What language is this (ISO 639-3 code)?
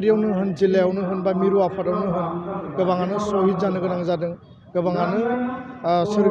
brx